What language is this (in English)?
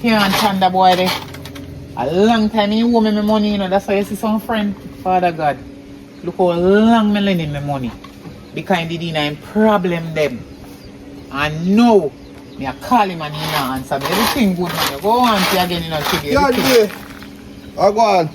Jamaican Creole English